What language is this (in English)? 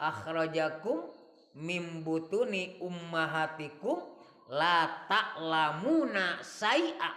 Sundanese